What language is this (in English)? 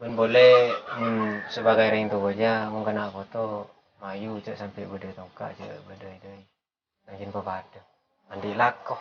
Madurese